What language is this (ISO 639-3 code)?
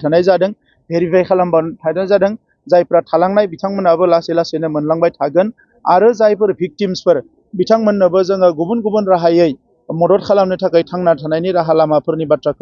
brx